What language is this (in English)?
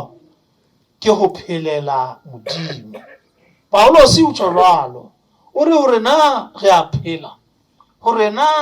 Southern Sotho